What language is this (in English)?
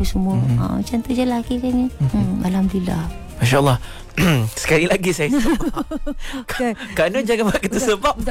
Malay